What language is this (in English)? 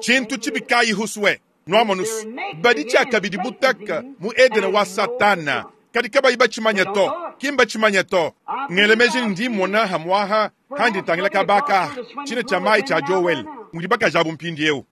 Luba-Lulua